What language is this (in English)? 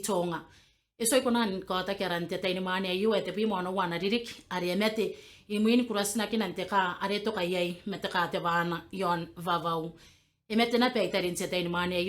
Gilbertese